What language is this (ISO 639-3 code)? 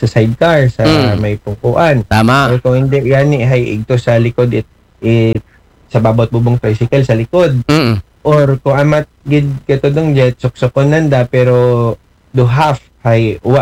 akl